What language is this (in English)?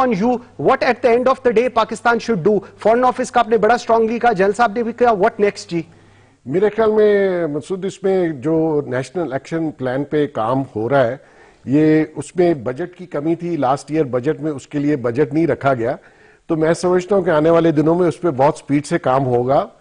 Urdu